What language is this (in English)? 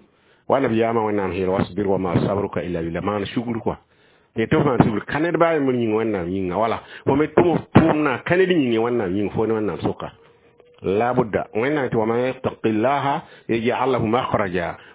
Mossi